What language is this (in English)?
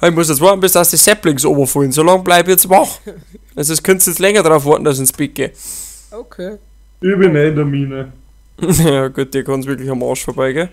Bavarian